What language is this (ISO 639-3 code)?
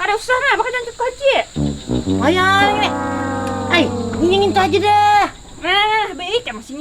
bjn